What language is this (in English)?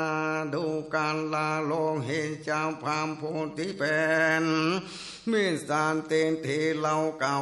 Northern Thai